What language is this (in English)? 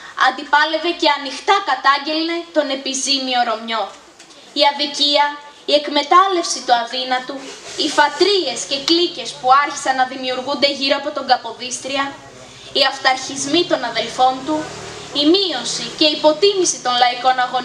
Greek